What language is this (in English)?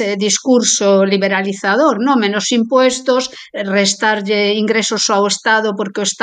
Galician